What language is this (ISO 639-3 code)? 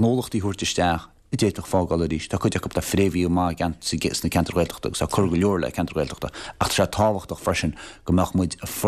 gle